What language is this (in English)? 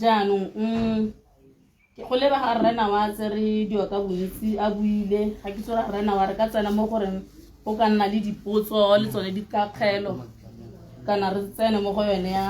Tswana